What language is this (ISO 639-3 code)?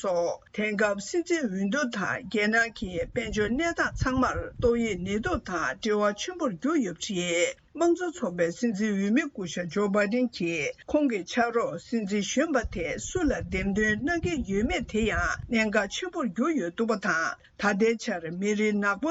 bod